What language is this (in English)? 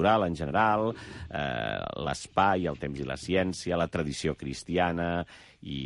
Catalan